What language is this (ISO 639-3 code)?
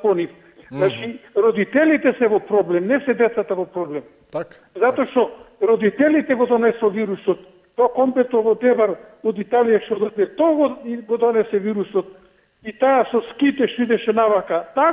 mkd